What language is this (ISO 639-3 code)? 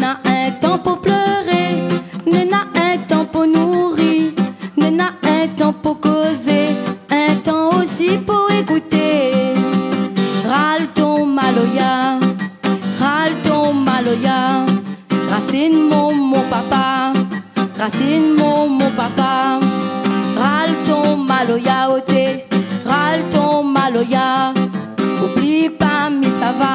rcf